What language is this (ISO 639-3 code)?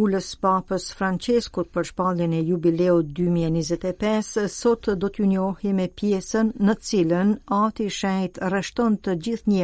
sqi